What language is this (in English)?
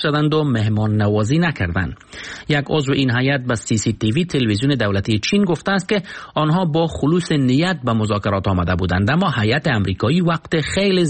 Persian